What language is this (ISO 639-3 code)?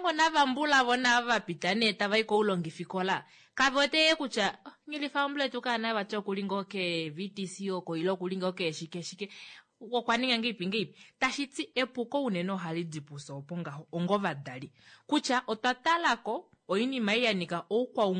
kua